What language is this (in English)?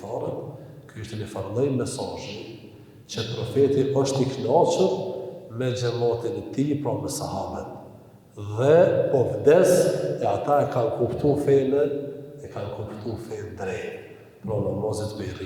Albanian